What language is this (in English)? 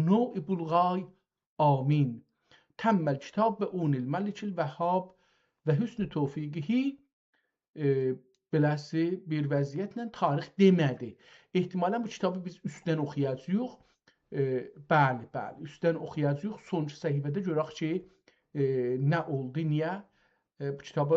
South Azerbaijani